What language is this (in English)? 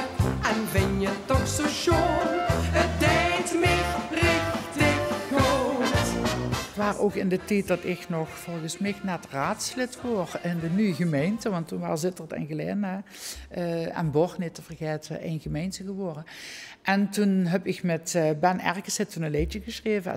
Limburgish